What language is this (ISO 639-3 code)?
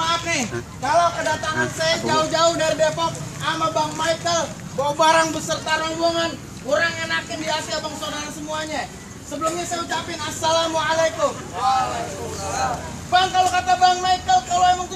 bew